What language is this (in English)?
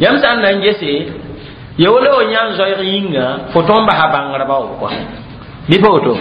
Mossi